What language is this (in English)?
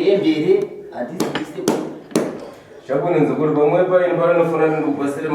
Shona